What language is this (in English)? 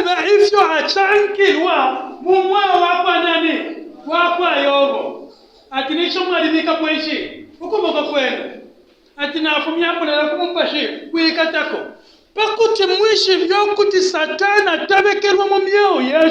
Bemba